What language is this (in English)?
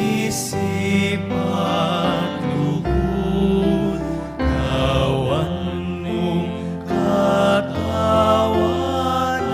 Pampanga